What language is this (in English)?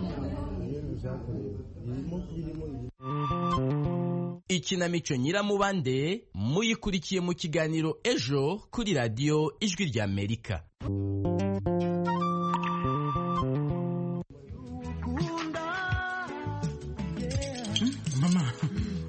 Kinyarwanda